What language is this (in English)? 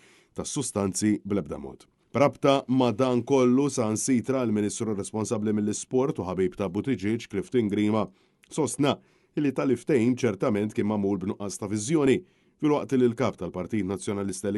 Maltese